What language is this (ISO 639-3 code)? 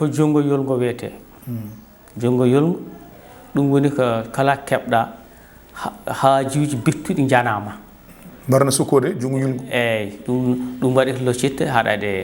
ful